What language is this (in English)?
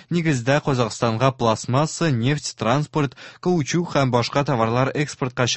Tatar